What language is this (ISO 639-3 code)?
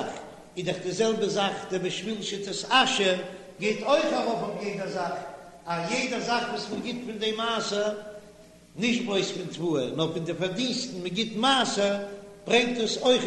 yid